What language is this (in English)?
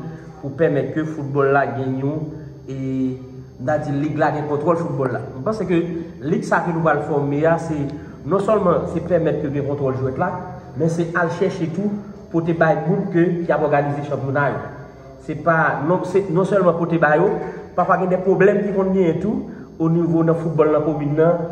Haitian Creole